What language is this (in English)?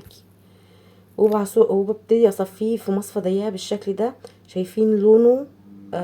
Egyptian Arabic